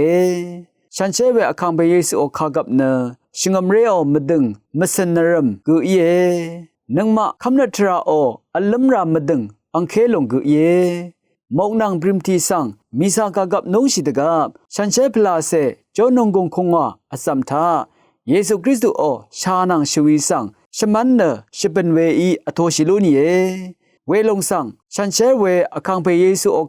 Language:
Rawang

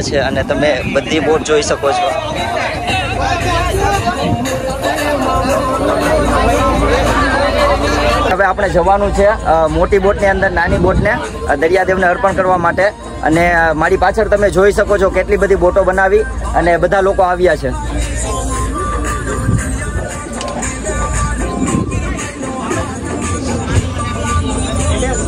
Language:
Gujarati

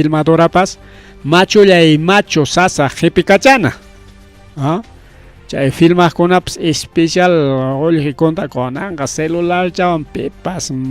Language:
Ayacucho Quechua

